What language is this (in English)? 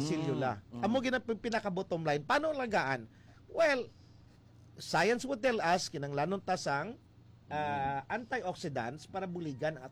Hiligaynon